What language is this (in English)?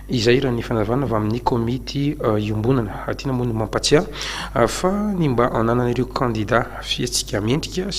Malagasy